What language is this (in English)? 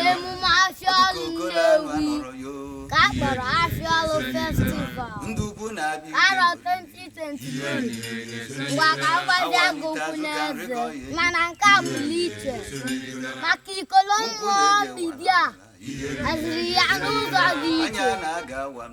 Igbo